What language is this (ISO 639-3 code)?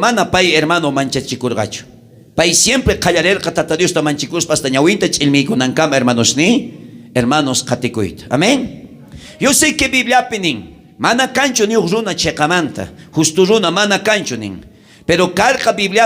quh